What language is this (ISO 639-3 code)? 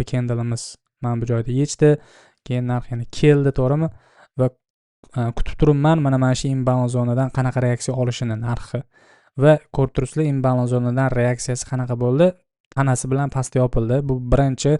uzb